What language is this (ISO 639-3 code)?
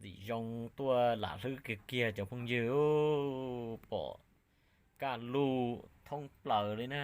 hmn